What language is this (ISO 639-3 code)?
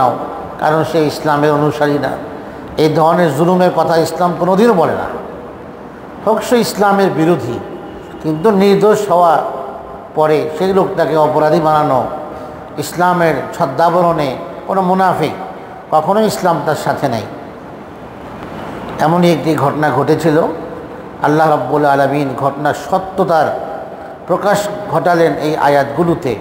ben